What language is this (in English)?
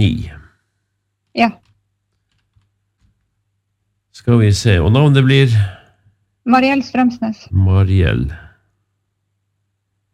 Norwegian